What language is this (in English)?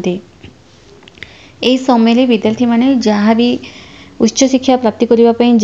Odia